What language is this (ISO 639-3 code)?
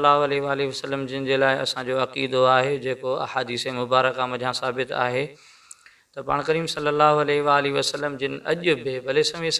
snd